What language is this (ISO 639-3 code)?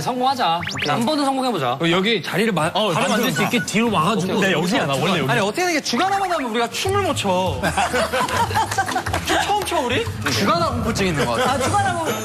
kor